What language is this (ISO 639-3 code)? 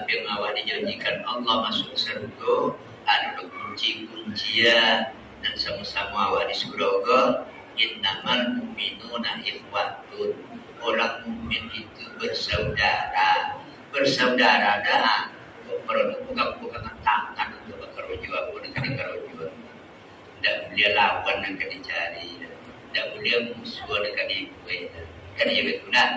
min